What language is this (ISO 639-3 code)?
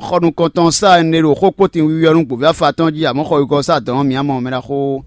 fon